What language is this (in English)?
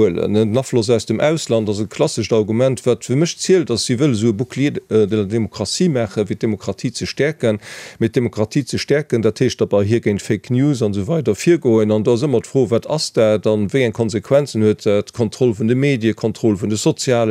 Luxembourgish